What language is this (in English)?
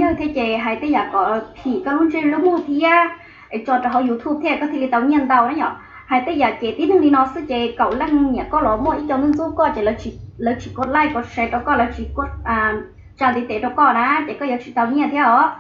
Hmong